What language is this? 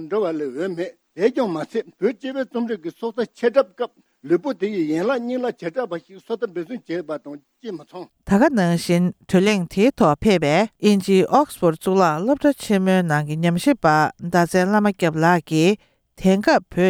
Tibetan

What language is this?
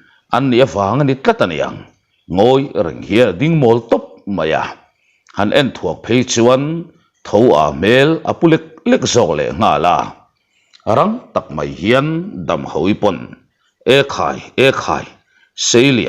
Mizo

